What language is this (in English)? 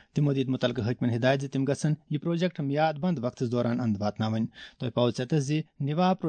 Kashmiri